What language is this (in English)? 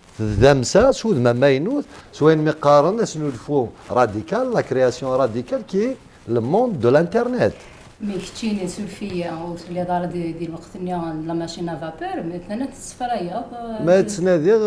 Kabyle